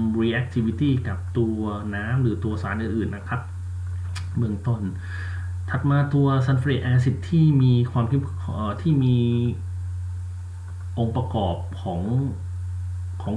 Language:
Thai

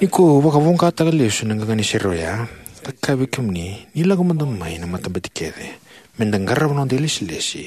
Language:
Fijian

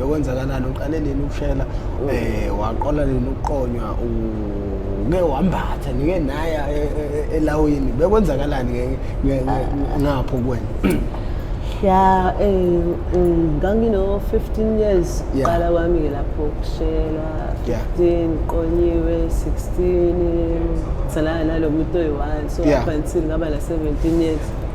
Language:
Zulu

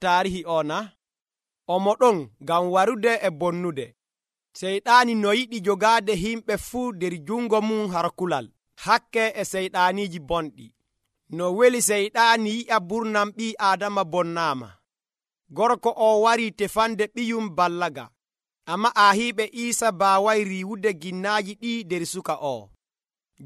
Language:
Nigerian Fulfulde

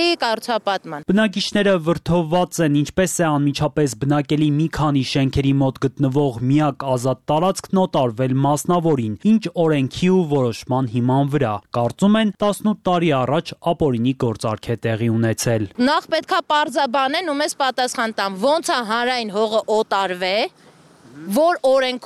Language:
Armenian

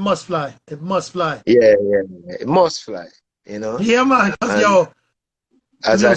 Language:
Jamaican Creole English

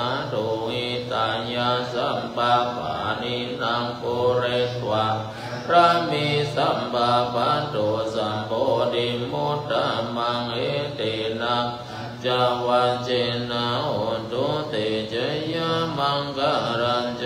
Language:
Pali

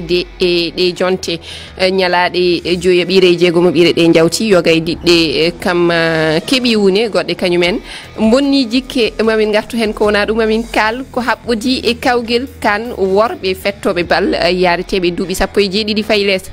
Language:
Fula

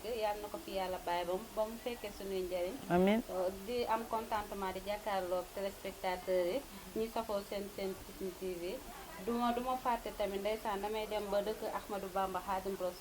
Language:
Wolof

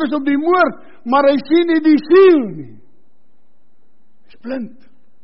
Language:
Afrikaans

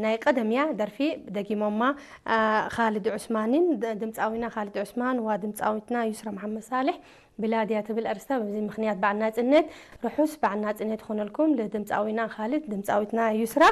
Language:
Tigrinya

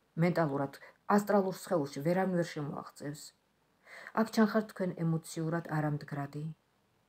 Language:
Georgian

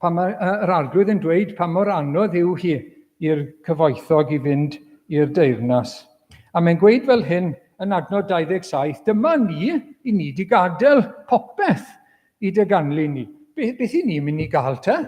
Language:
Welsh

